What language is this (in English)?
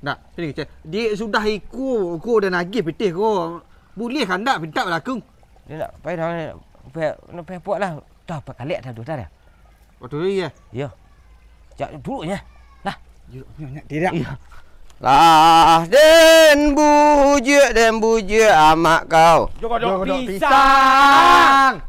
Minangkabau